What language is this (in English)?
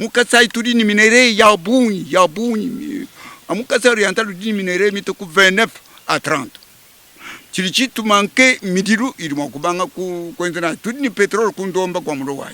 Luba-Lulua